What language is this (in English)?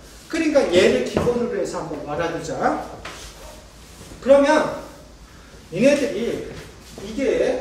Korean